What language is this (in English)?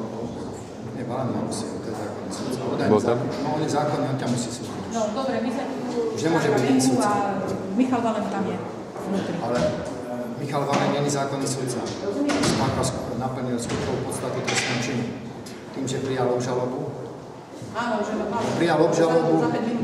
Slovak